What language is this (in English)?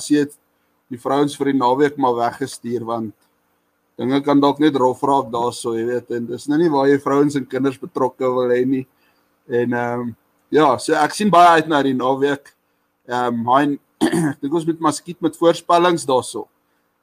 Afrikaans